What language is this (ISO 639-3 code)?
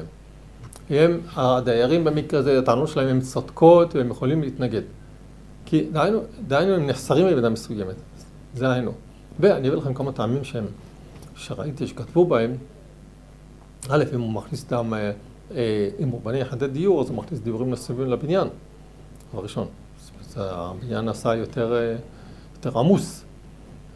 heb